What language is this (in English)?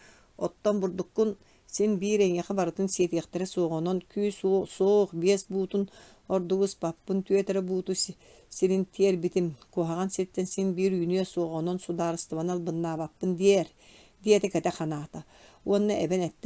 Yakut